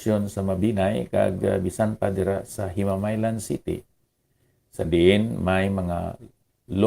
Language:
Hiligaynon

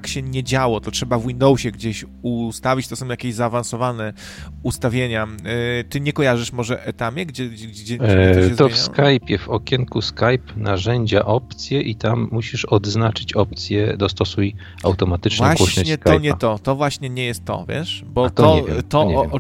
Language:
Polish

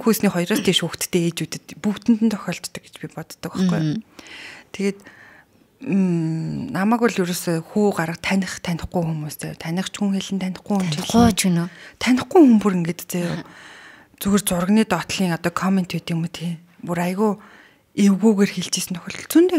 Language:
Mongolian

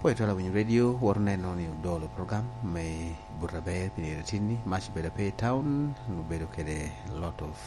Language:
Lango (Uganda)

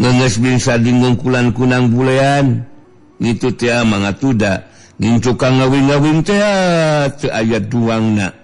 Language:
Sundanese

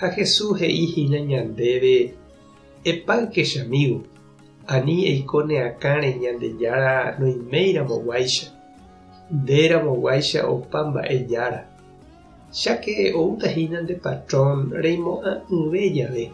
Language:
Guarani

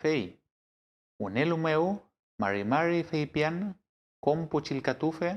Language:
Mapuche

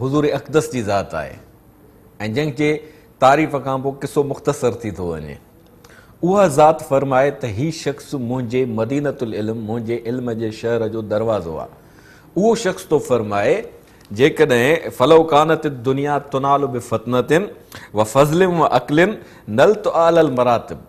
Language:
Sindhi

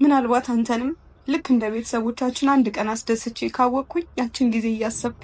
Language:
Amharic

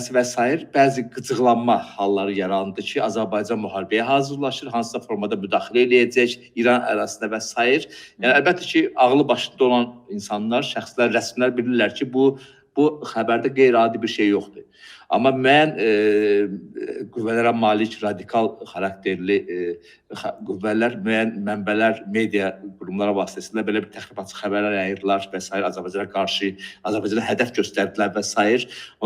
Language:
Azerbaijani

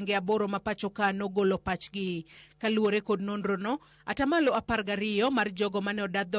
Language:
Luo (Kenya and Tanzania)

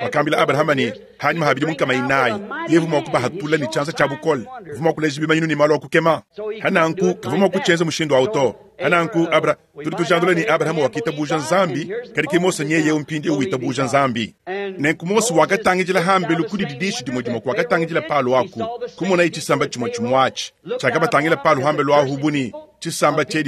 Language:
Luba-Lulua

